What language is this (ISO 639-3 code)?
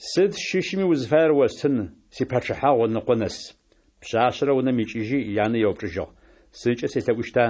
ady